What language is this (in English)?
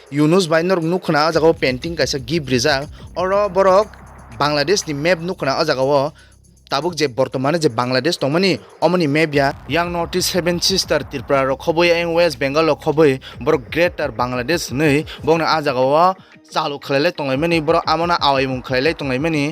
Kok Borok